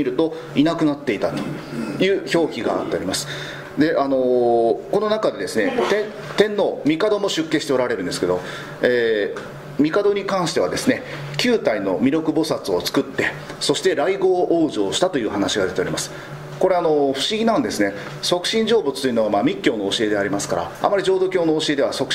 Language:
Japanese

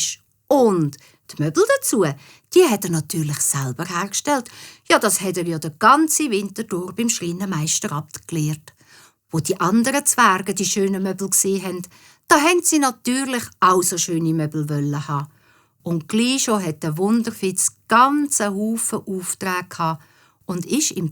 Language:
Swiss German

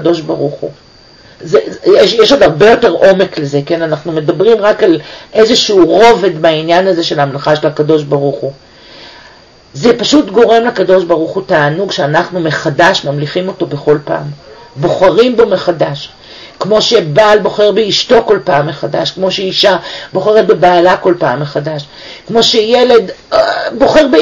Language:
Hebrew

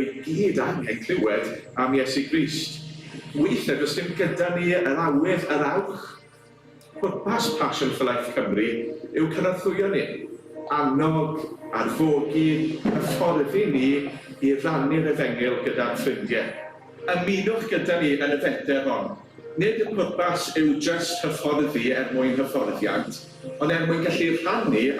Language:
Welsh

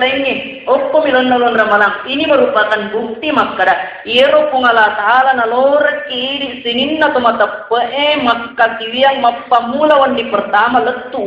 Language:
Buginese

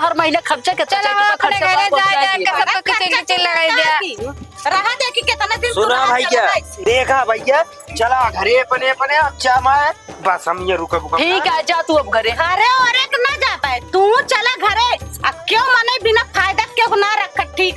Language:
Awadhi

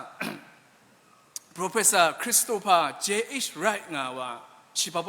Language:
Kachin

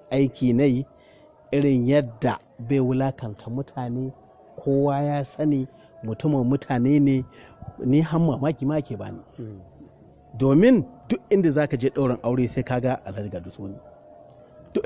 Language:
Hausa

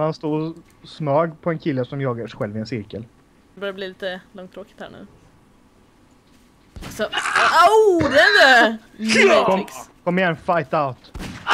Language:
Swedish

